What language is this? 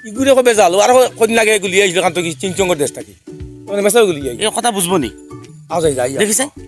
Sylheti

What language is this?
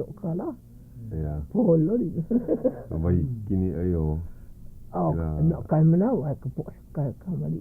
Hawaiian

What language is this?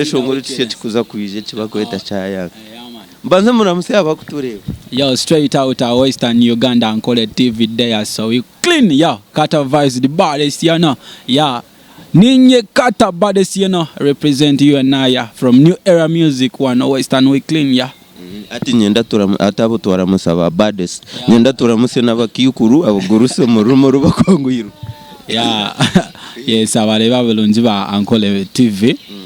Nyankole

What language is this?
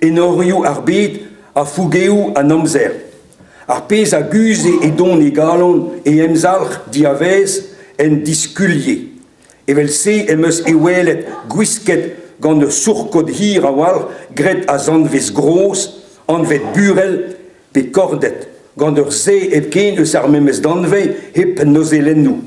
Breton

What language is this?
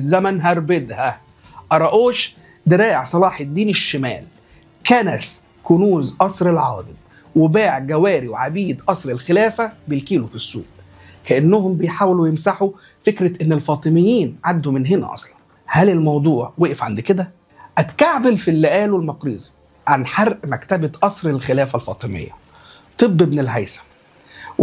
Egyptian Arabic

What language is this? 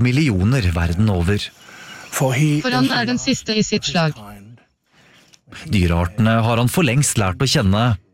Norwegian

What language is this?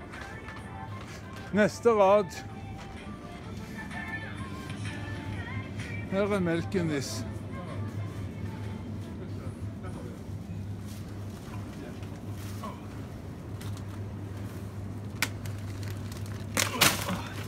Norwegian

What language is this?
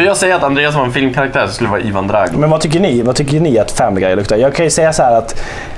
Swedish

